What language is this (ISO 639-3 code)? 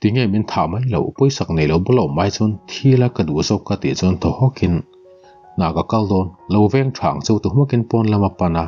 lus